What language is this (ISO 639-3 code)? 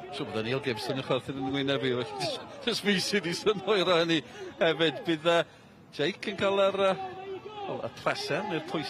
cym